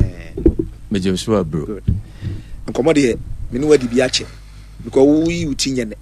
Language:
Akan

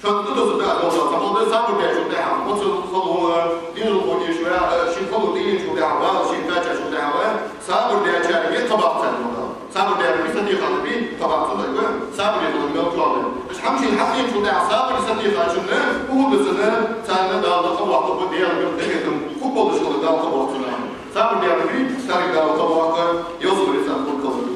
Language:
Ingush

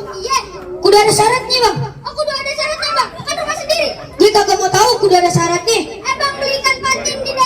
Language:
Betawi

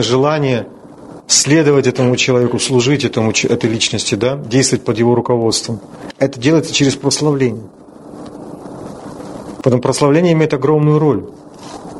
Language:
Russian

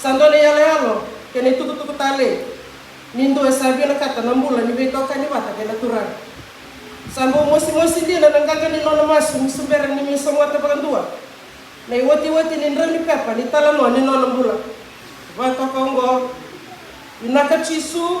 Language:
Fijian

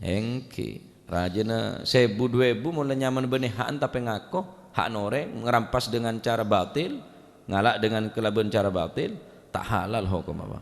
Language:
Madurese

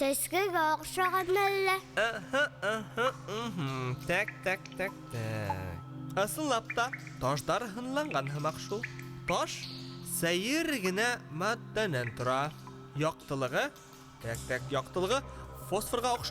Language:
Bashkir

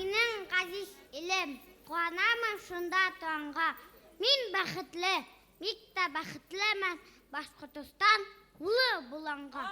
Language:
Bashkir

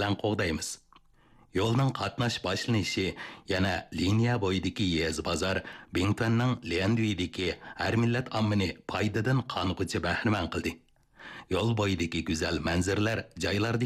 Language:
Uyghur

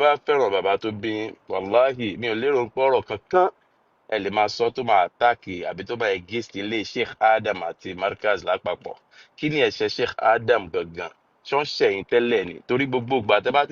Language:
Yoruba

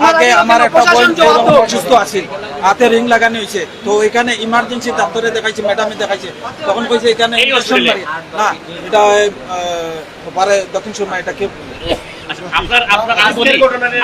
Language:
Sylheti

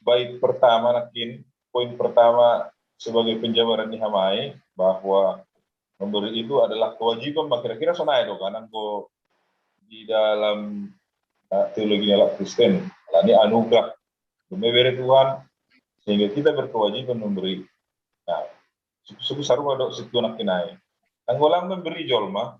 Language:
Batak Simalungun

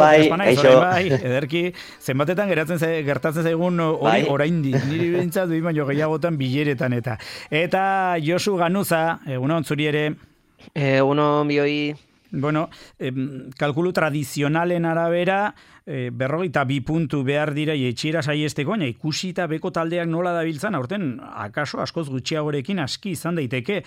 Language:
Basque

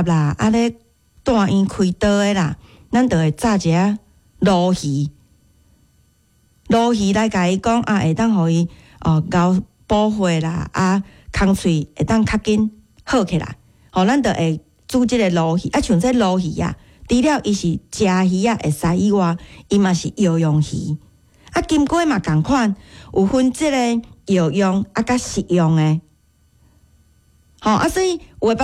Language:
Min Nan Chinese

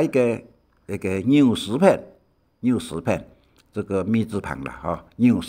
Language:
Hakka Chinese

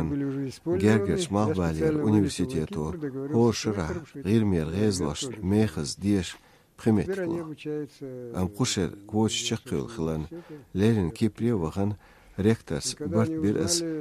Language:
Chechen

